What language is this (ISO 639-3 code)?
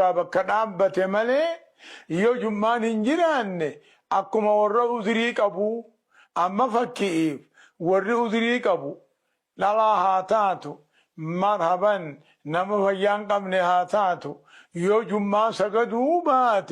orm